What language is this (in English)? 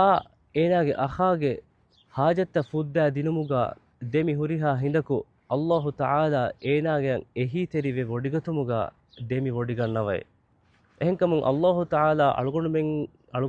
Divehi